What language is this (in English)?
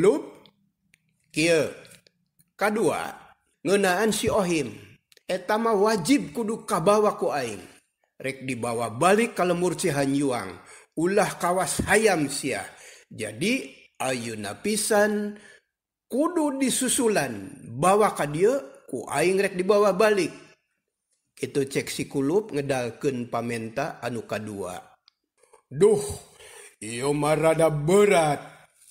Sundanese